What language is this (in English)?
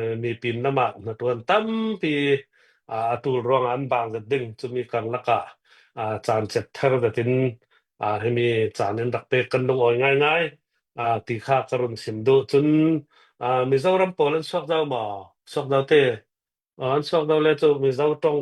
Hakha Chin